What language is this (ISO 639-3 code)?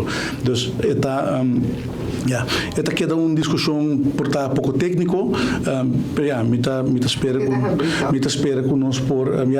pap